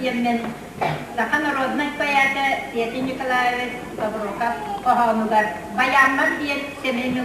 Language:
Yakut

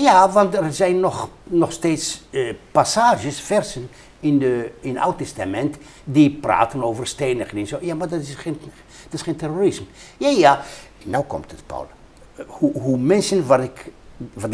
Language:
Dutch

